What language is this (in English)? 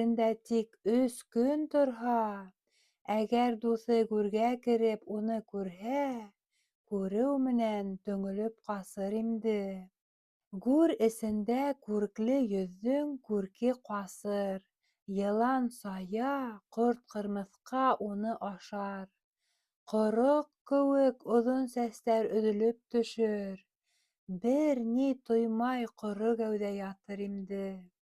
Bashkir